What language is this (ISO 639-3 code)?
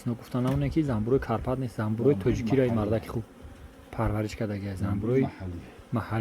tgk